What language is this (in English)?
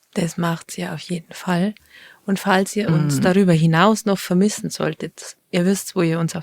Bavarian